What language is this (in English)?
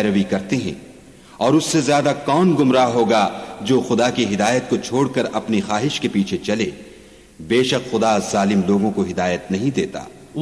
Urdu